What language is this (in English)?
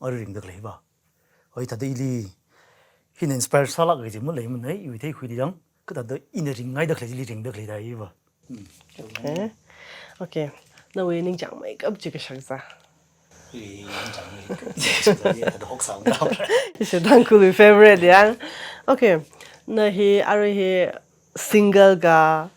Tangkhul Naga (India)